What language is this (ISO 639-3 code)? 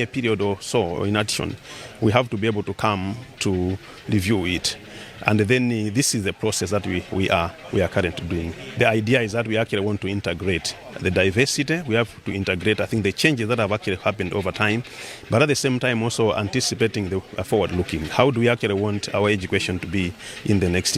eng